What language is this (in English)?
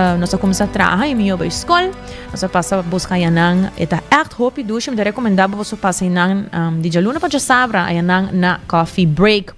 Papiamento